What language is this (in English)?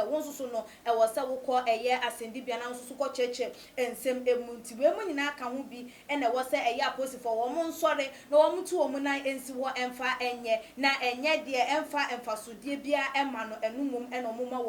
Akan